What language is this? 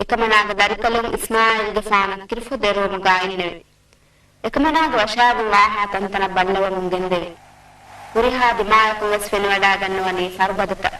Divehi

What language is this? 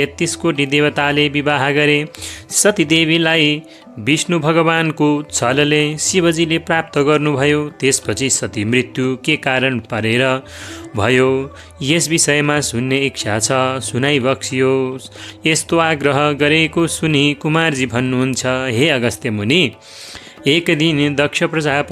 Nepali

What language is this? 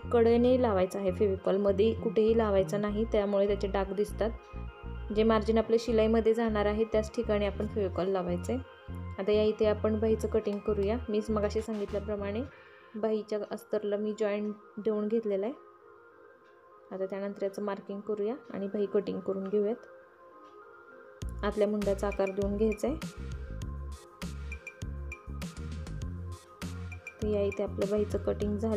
Marathi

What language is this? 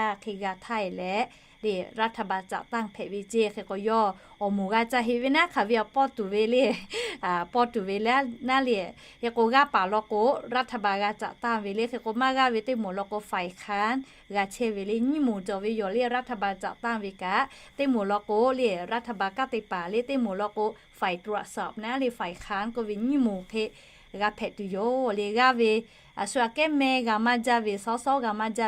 Lahu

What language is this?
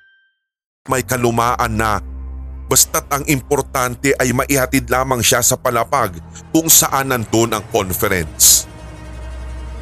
Filipino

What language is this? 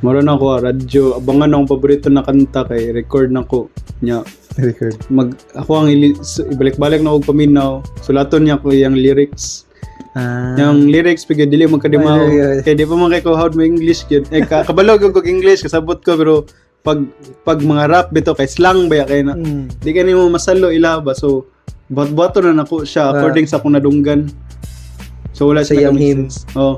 Cebuano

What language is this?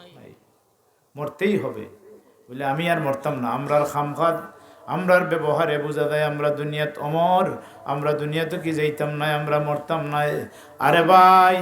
Sylheti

